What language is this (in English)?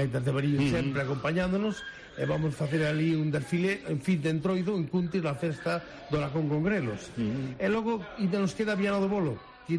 Galician